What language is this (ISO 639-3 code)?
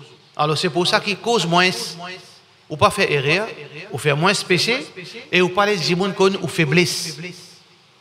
mfe